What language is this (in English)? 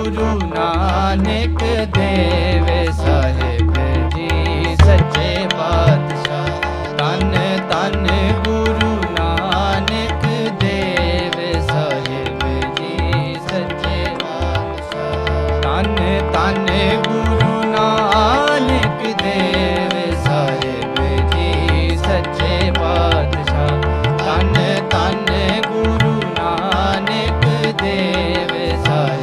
Punjabi